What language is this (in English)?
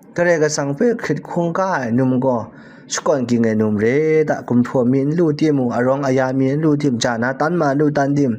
Kachin